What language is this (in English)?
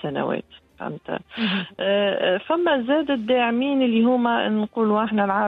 Tunisian Arabic